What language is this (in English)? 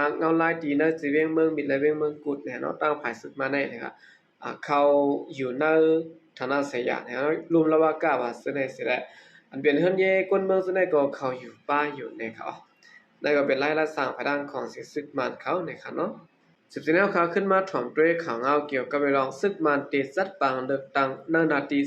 Shan